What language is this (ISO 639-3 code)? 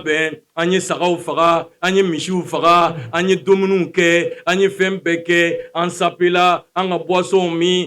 bam